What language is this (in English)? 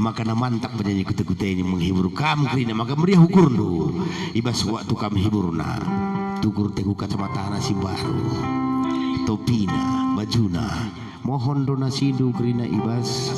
Batak Karo